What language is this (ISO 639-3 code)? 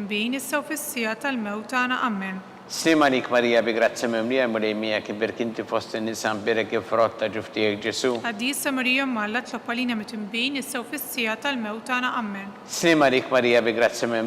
mlt